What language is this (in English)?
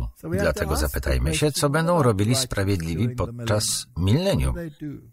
Polish